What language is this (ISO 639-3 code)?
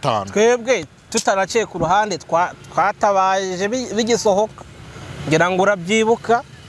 kin